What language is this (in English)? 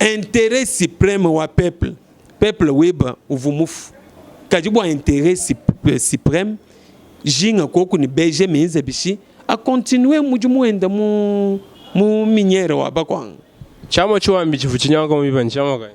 Luba-Lulua